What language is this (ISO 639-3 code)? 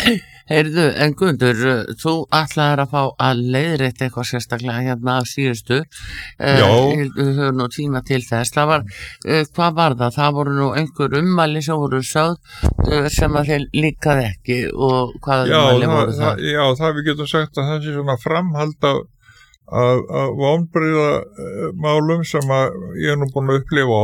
isl